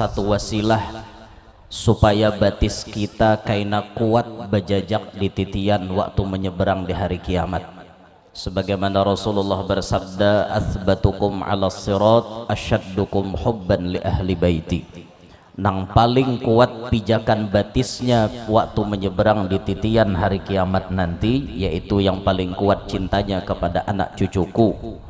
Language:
Banjar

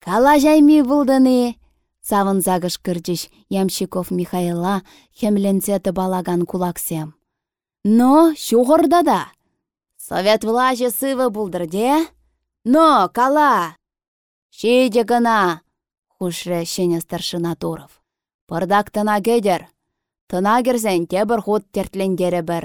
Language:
Chuvash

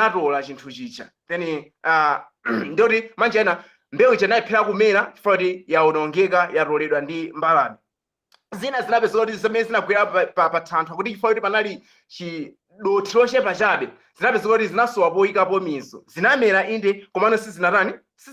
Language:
Nyanja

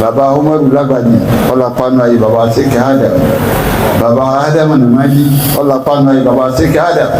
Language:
Yoruba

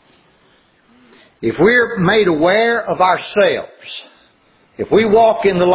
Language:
English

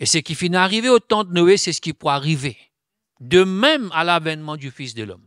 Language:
Morisyen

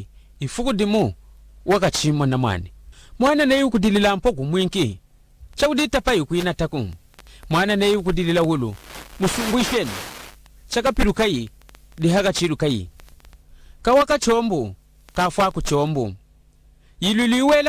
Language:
Lunda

